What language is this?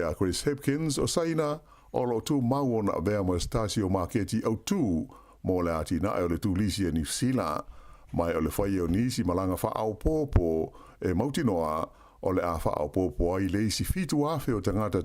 Samoan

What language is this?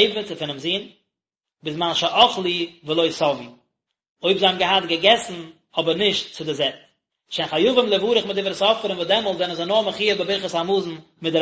Yiddish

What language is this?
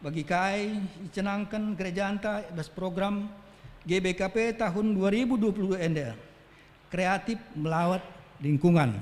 Batak Karo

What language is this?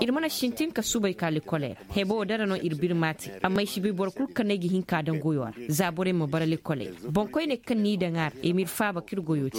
Koyraboro Senni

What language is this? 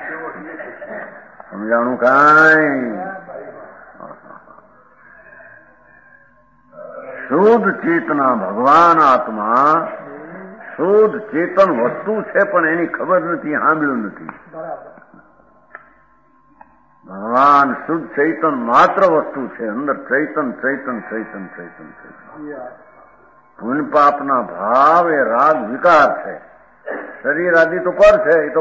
Gujarati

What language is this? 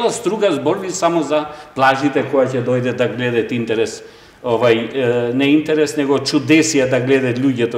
Macedonian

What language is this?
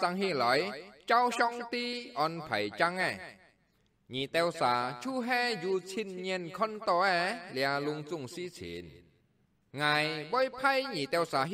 Hakka Chinese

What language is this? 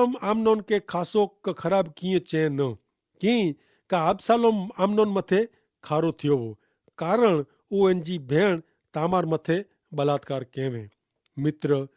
Kachhi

